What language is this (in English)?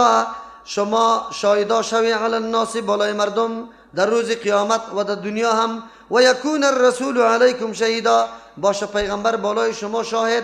Persian